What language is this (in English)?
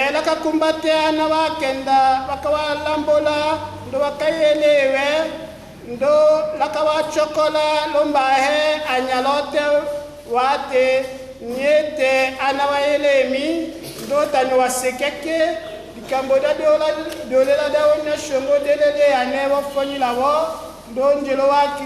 Tetela